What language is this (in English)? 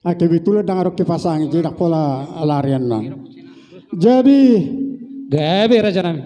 Batak Toba